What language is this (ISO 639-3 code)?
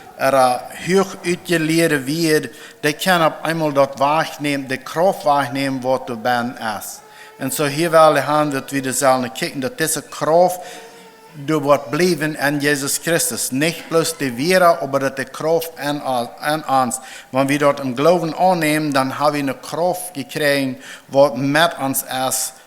pdt